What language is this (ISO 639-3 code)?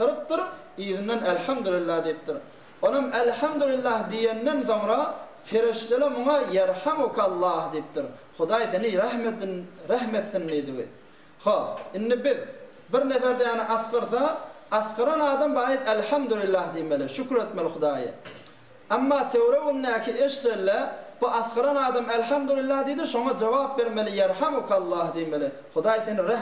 tuk